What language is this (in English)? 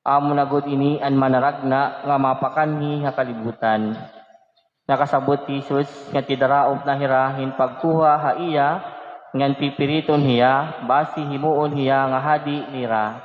Waray